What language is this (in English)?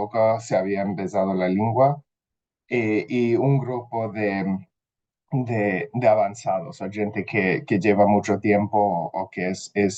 Ladino